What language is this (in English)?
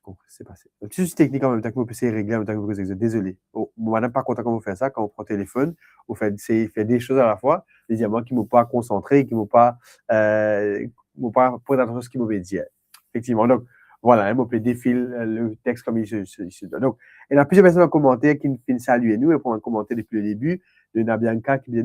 Morisyen